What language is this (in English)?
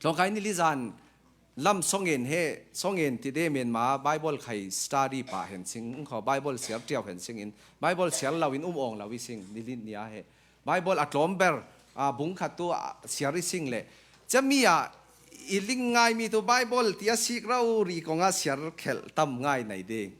Falam Chin